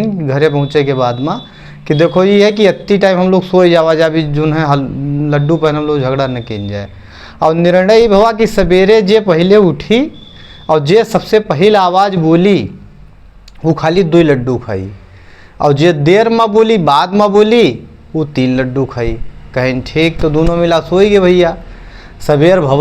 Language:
Awadhi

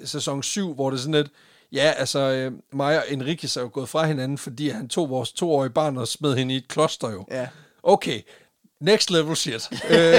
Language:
Danish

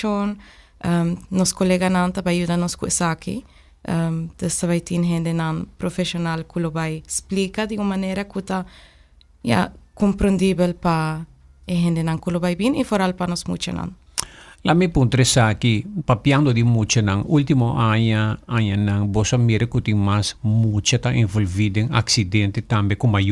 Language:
Papiamento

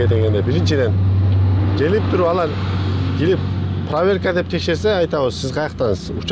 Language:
Kyrgyz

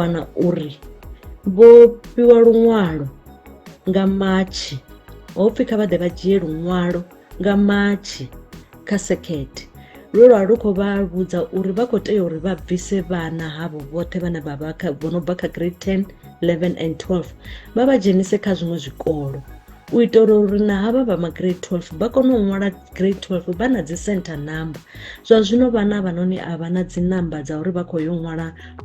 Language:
Venda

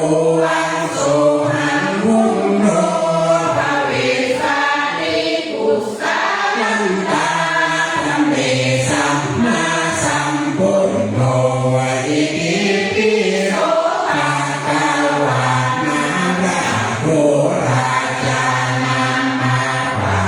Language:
Pali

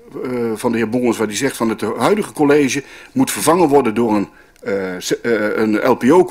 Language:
Dutch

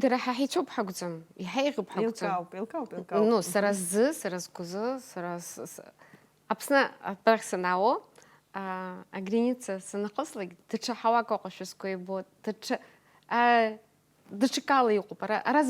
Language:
Abkhazian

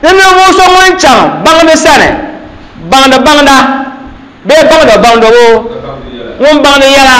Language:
Dagbani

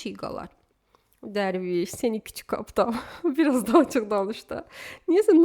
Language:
Azerbaijani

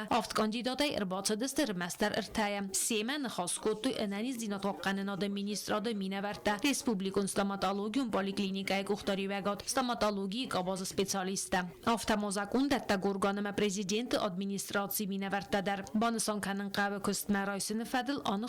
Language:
Ossetic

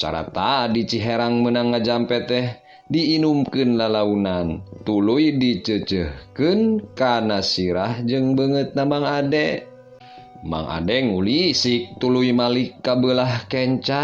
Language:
Sundanese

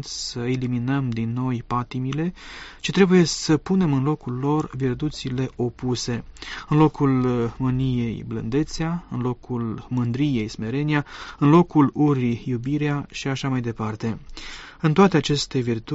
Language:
Romanian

